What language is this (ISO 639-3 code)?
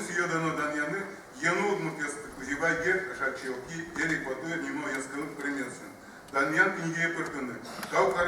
udm